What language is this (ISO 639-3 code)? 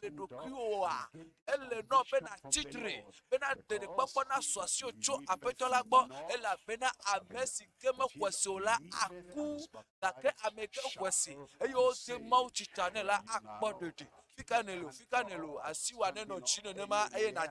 ewe